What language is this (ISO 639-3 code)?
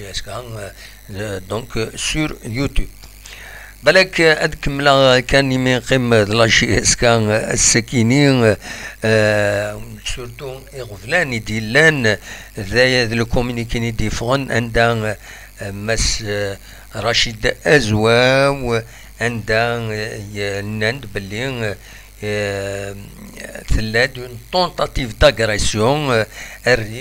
kab